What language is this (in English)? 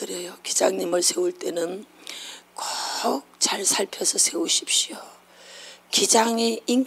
Korean